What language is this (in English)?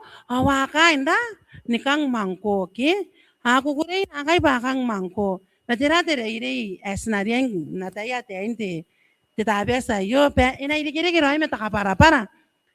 Gilbertese